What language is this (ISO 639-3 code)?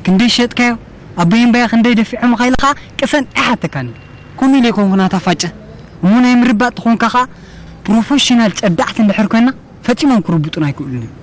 tir